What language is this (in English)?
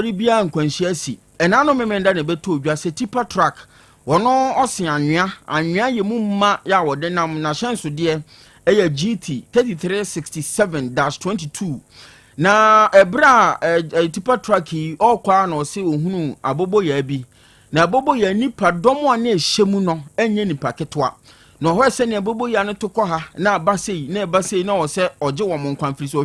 Akan